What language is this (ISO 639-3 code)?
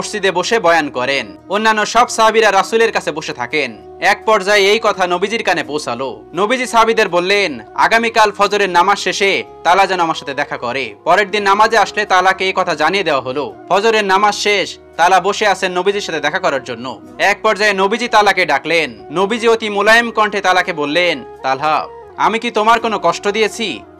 ben